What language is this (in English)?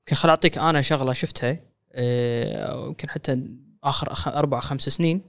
Gulf Arabic